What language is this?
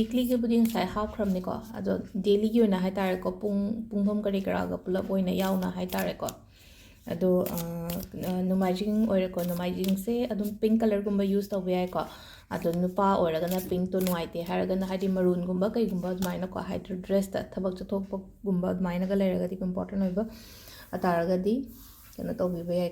Manipuri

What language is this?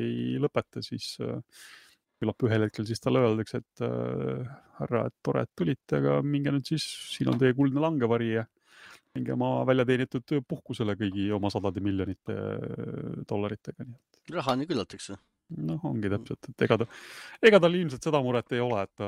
Estonian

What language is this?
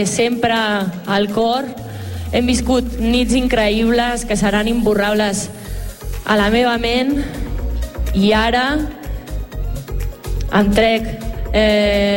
Catalan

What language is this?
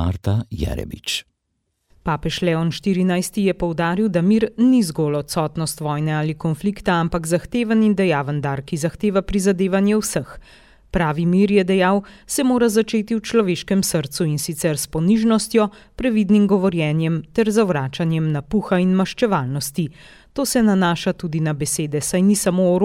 Slovenian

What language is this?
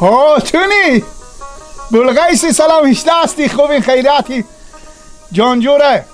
Persian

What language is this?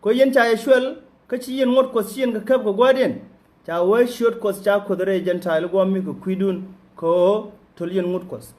Nuer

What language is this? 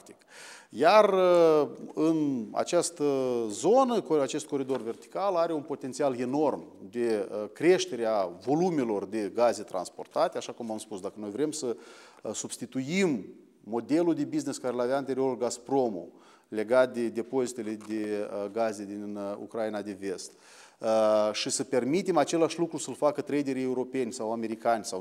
Romanian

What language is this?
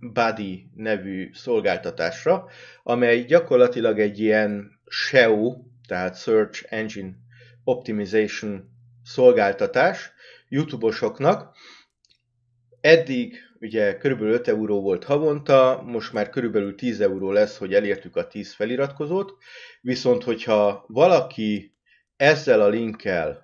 Hungarian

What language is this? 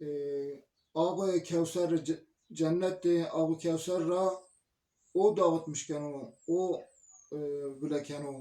Zaza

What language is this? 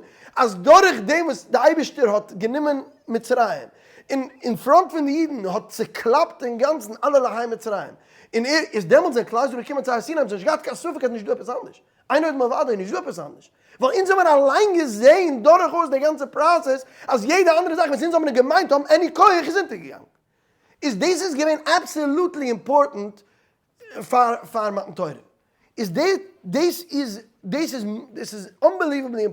Yiddish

